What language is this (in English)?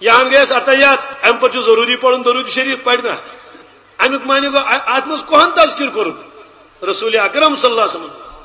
Kashmiri